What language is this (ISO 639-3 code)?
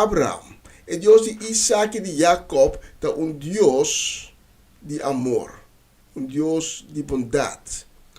pap